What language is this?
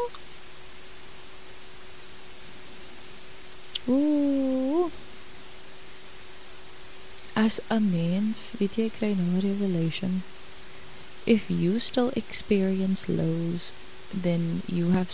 Afrikaans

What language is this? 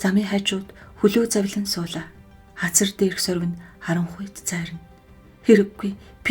Mongolian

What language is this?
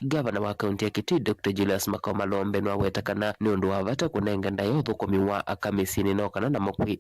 Kamba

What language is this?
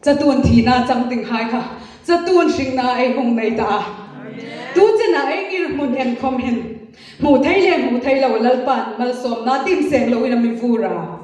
Hmar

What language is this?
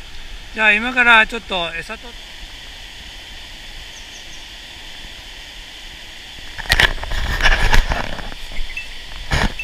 Japanese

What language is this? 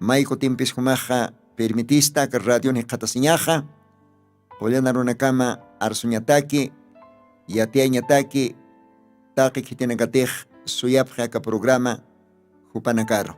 Aymara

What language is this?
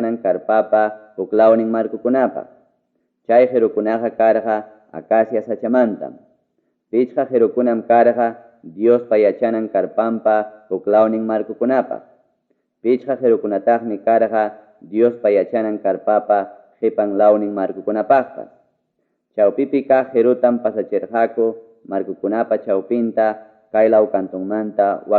Ayacucho Quechua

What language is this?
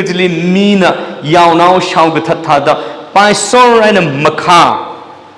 Tangkhul Naga (India)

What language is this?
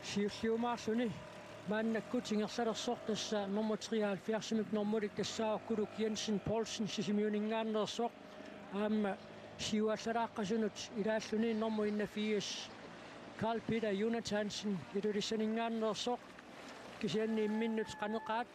Kalaallisut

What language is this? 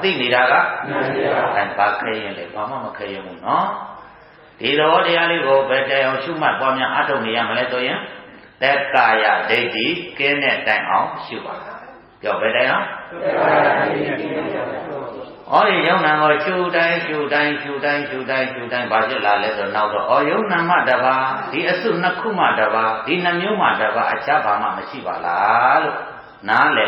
Burmese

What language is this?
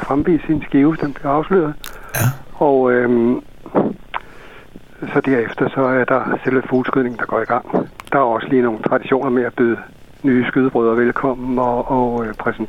Danish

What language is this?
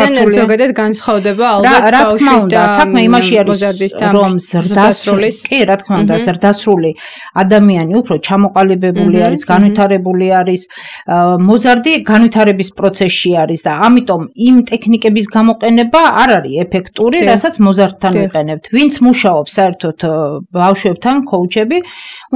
Georgian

